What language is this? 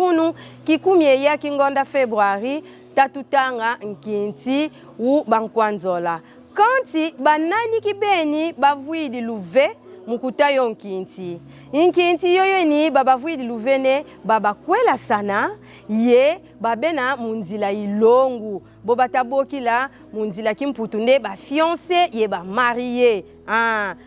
Kongo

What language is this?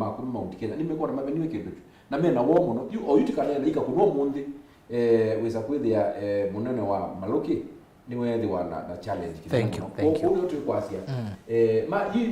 Kamba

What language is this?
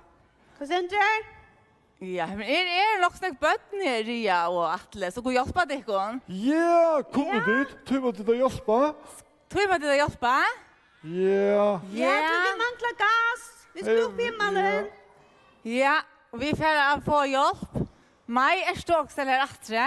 Faroese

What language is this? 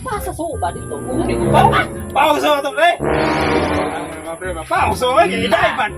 Cebuano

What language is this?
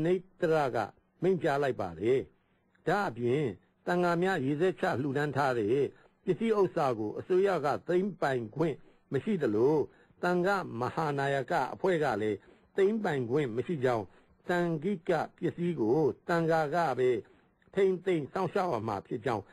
Burmese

